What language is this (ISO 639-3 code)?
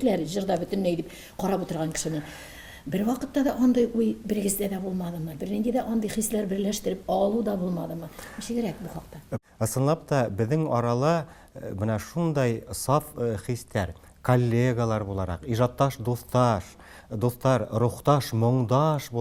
tat